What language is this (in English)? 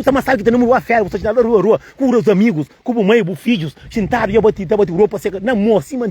Kabuverdianu